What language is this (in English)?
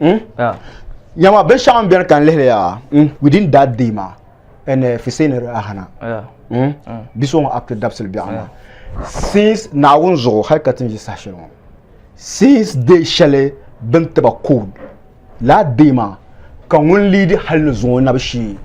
Dagbani